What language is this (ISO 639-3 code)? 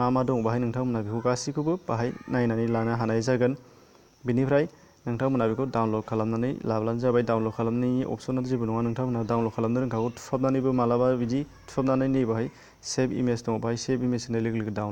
brx